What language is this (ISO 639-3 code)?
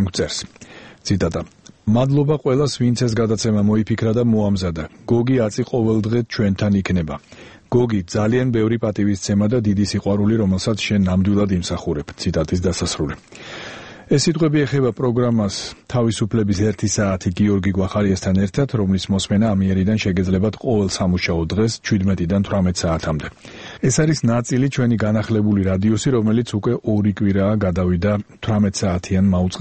kat